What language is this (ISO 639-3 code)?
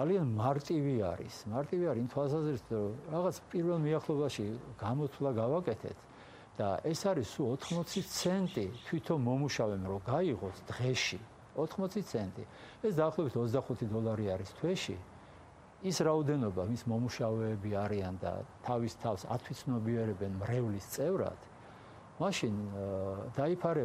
kat